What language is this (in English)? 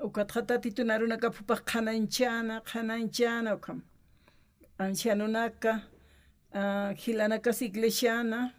Aymara